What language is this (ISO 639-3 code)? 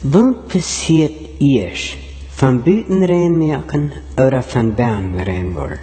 pdt